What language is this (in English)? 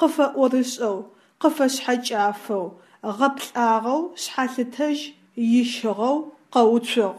Adyghe